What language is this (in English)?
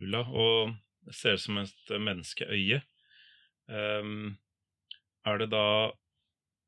Norwegian